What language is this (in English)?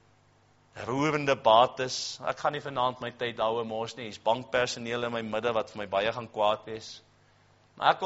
Afrikaans